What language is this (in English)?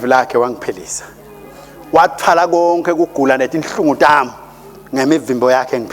Swati